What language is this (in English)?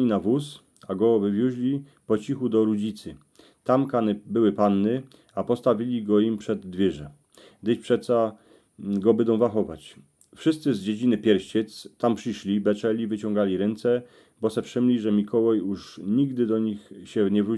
Silesian